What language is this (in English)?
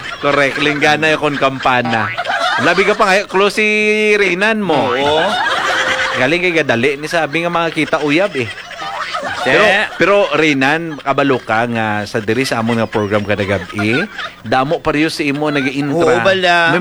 Hiligaynon